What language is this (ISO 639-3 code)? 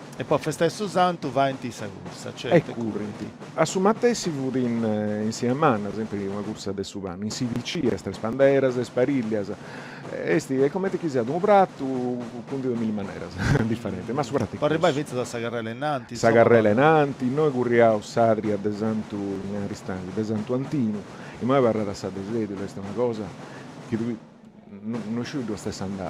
srd